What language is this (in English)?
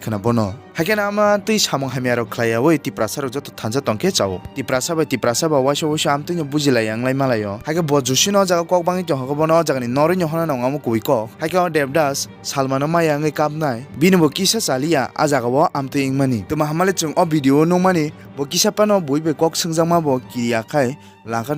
Kok Borok